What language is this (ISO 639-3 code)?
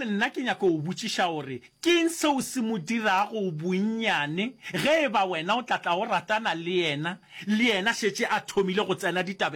nso